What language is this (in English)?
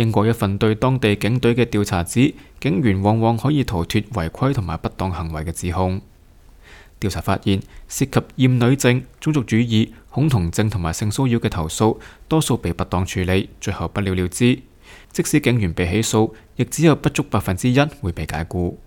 Cantonese